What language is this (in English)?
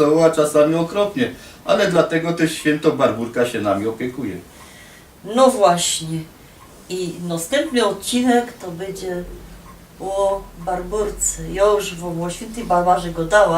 Silesian